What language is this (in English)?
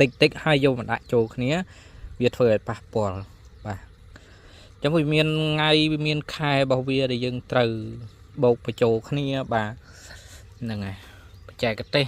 Khmer